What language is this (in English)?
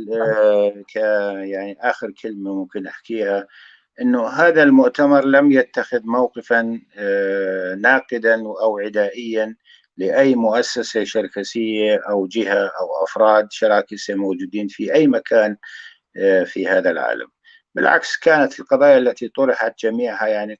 North Levantine Arabic